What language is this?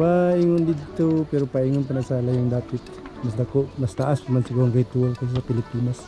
Cebuano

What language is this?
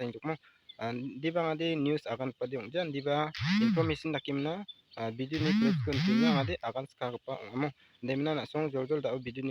Garo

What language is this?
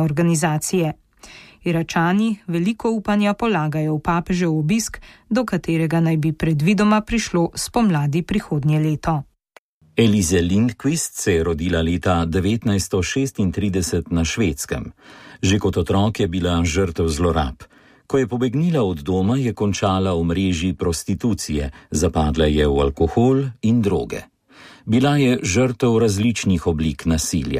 Slovenian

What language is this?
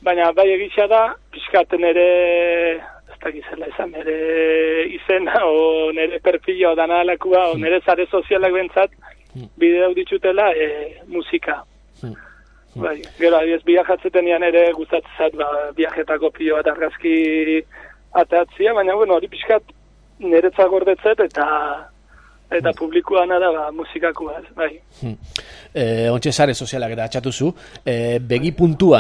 Basque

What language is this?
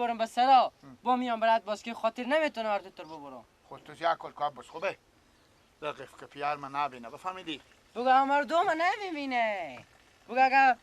Persian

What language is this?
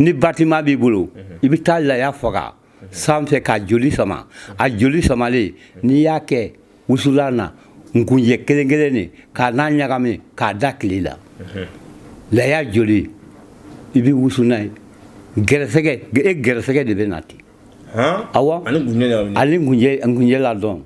Bambara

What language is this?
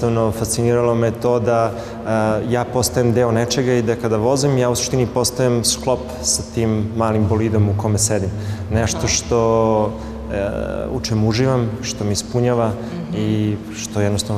Serbian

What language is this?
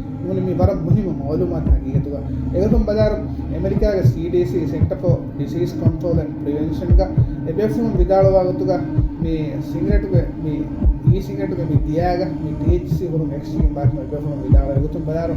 Divehi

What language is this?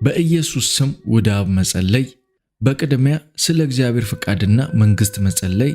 Amharic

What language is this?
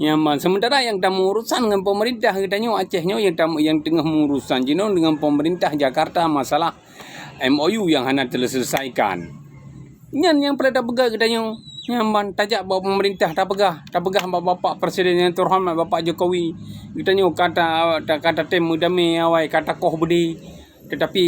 Achinese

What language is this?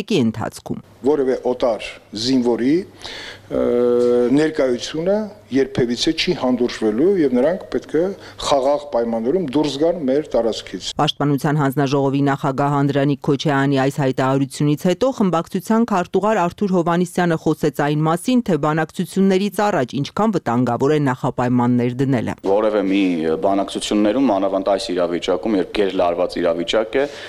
Armenian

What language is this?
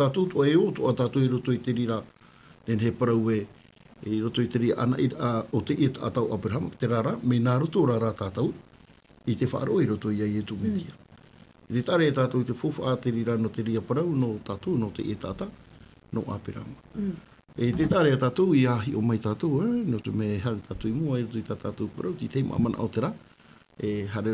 Tahitian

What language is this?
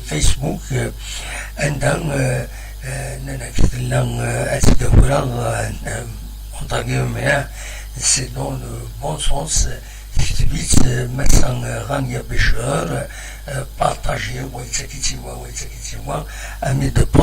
Kabyle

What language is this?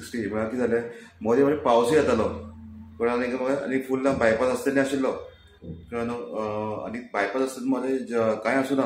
Konkani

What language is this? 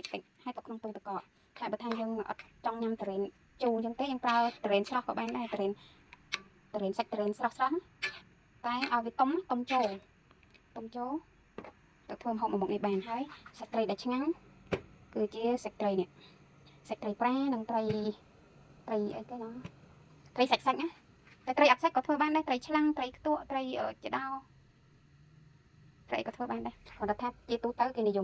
Khmer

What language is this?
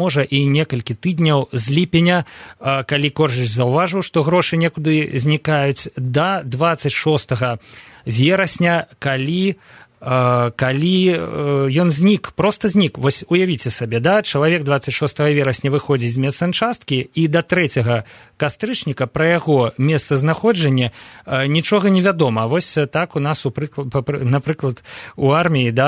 Belarusian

